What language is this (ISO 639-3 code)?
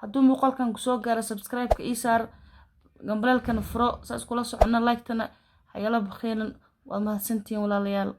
som